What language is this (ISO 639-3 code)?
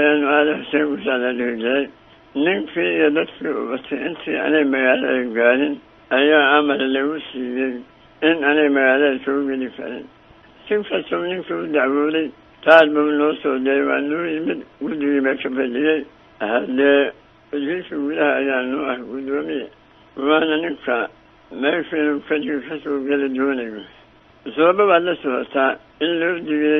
som